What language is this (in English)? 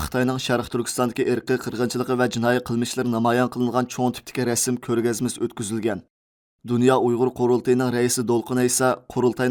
Uyghur